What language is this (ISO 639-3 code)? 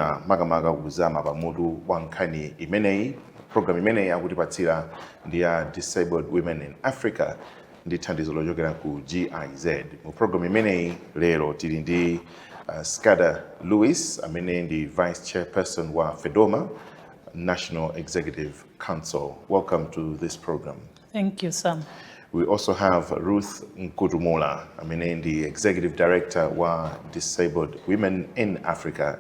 nya